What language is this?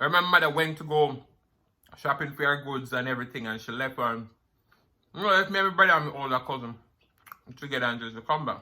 Jamaican Creole English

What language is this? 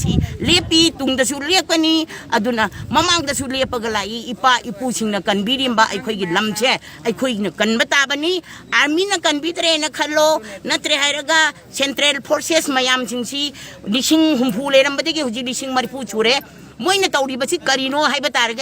Manipuri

